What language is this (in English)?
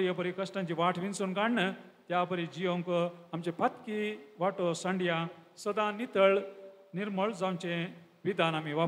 Konkani